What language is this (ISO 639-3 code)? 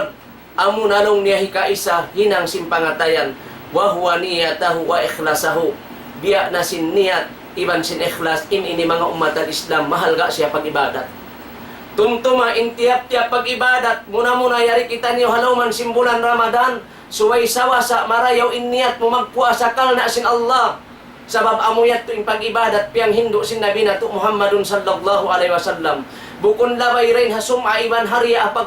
tsg